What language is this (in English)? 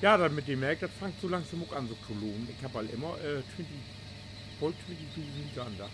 Low German